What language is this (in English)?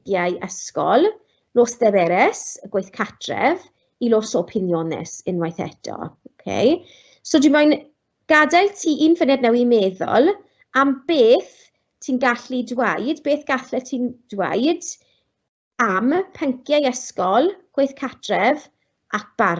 Welsh